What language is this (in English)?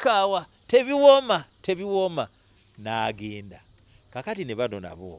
Ganda